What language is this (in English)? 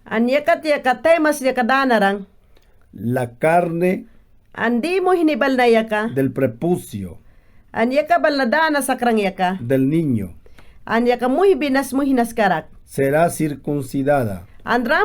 Mayangna